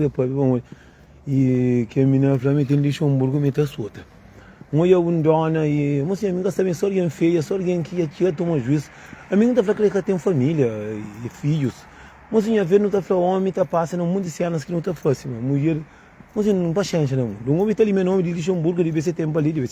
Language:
Kabuverdianu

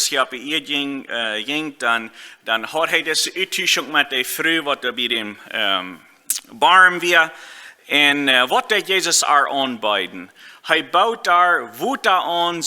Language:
Plautdietsch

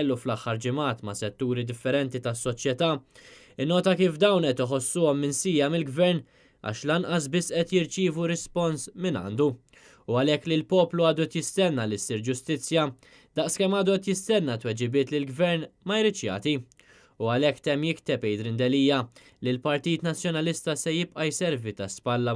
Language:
Maltese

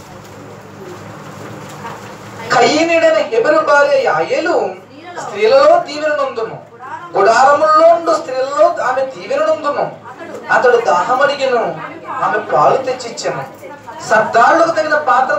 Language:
Telugu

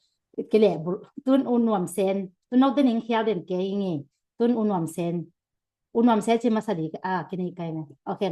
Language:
Tedim Chin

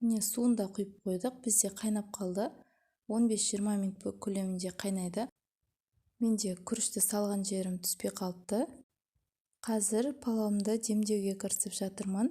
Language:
Kazakh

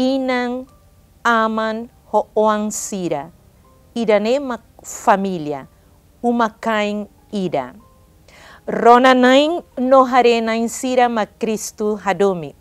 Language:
Tetum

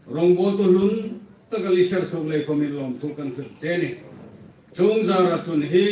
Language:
Hmar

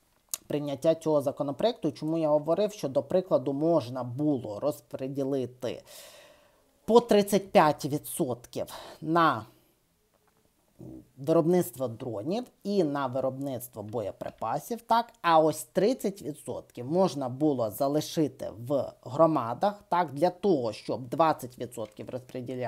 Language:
Ukrainian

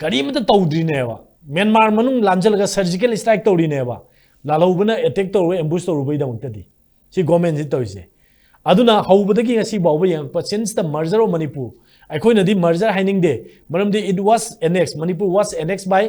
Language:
Manipuri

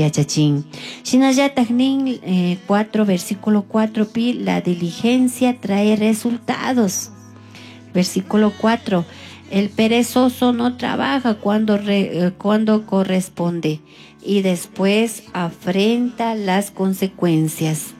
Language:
Chimborazo Highland Quichua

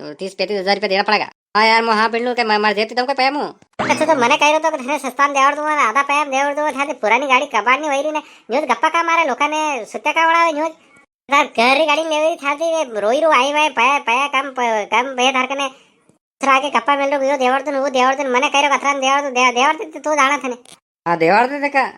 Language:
Rajasthani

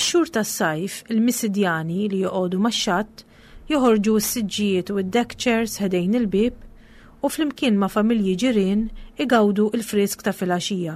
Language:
Maltese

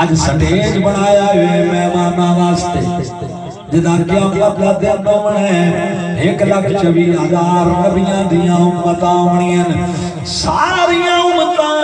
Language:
Saraiki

